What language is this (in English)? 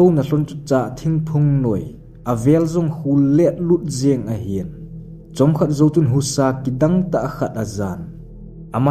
Thado Chin